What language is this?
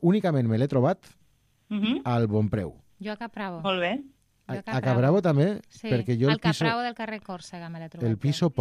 Catalan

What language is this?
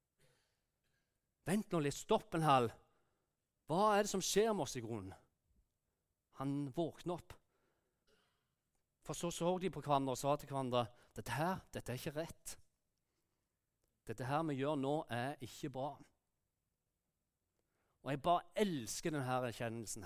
Norwegian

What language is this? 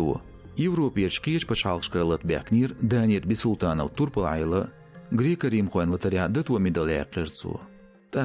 Chechen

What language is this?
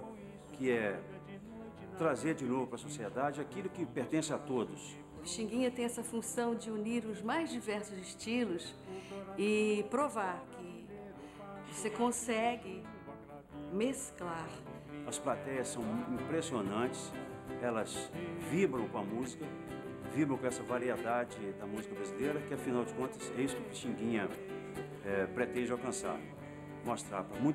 Portuguese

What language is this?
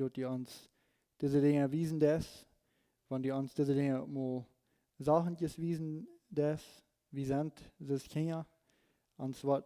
Plautdietsch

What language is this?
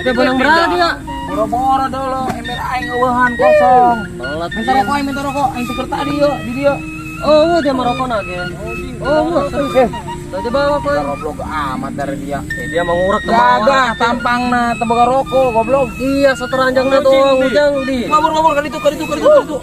Sundanese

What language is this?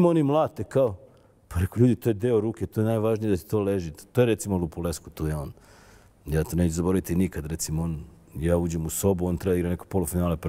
Serbian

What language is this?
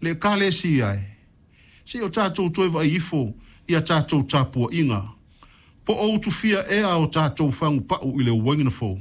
Samoan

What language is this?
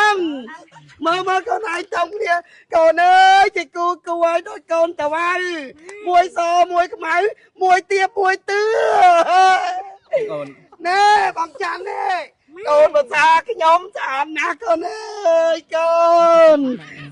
Khmer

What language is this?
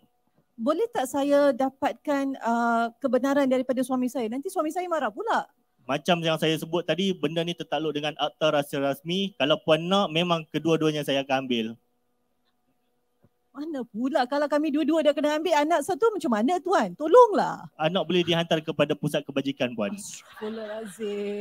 Malay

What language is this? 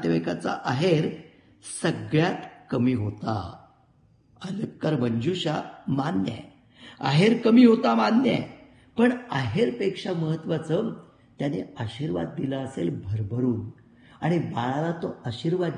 Marathi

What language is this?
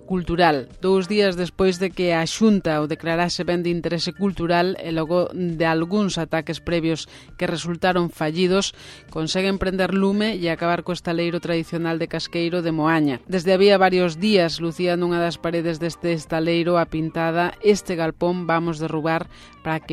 Galician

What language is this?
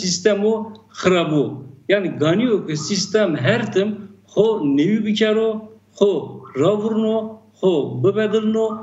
Zaza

